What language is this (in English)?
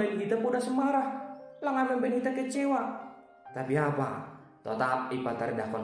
Batak Simalungun